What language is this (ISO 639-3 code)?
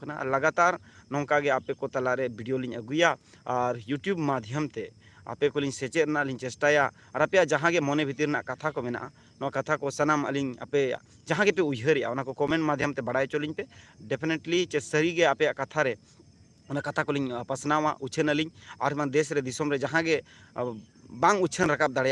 sat